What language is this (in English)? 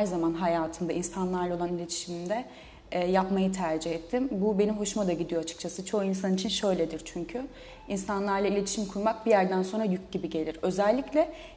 Turkish